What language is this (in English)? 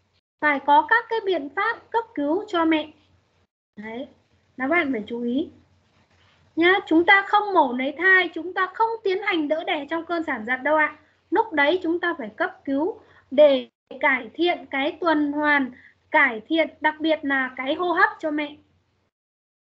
Vietnamese